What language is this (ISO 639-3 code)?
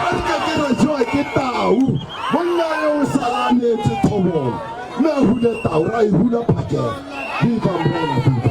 tsn